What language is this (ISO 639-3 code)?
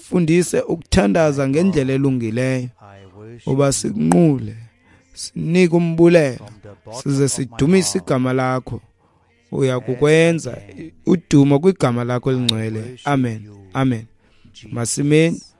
xho